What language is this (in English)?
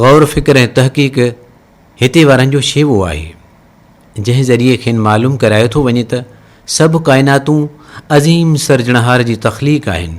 Sindhi